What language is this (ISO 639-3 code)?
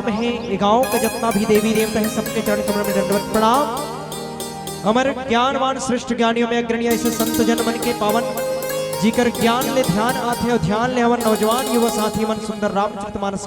hne